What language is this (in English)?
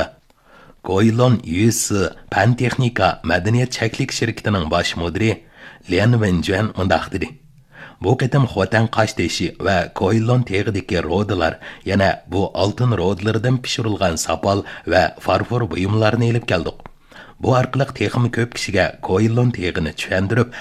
Uyghur